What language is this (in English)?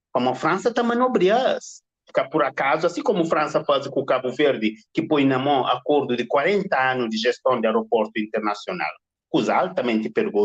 Kabuverdianu